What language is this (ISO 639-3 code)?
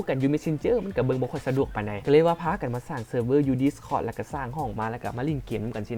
lao